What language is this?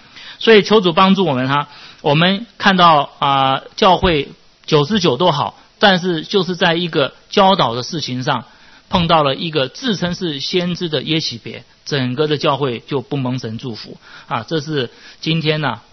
Chinese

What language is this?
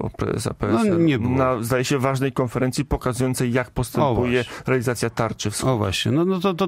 Polish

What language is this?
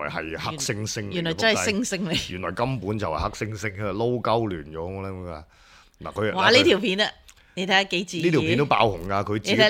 Cantonese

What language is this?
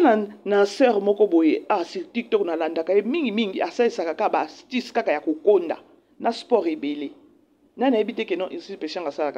Lingala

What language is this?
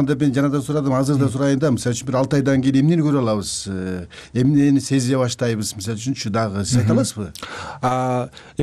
Kyrgyz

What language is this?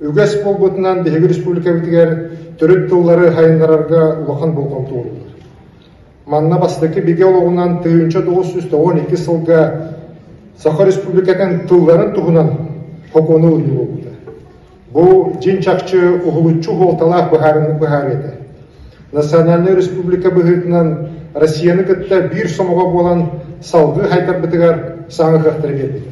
Yakut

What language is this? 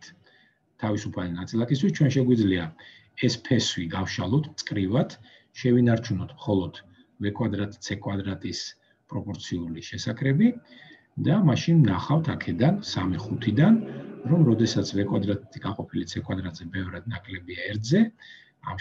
Georgian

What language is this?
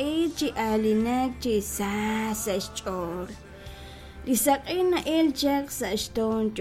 Kekchí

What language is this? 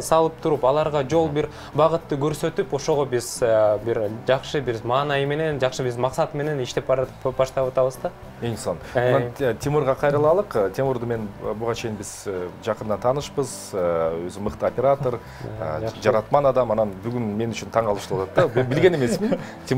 Kyrgyz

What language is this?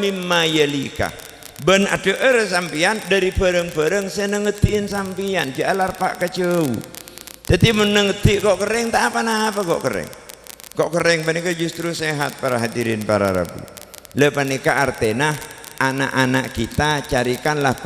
Madurese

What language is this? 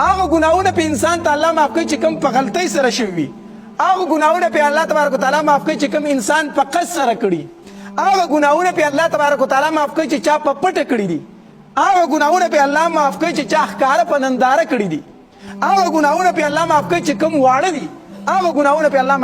Pashto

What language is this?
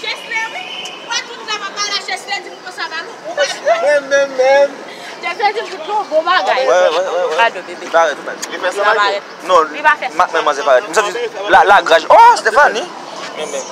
Haitian Creole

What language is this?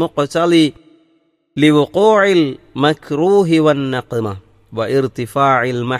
Malayalam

